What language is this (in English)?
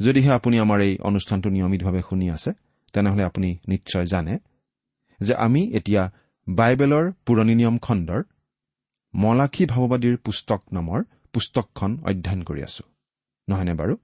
Assamese